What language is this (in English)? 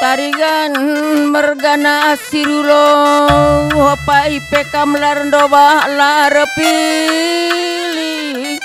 Batak Karo